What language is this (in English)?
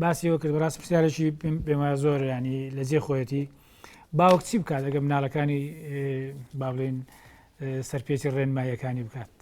Central Kurdish